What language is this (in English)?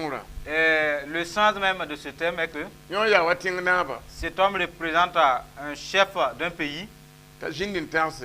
Mossi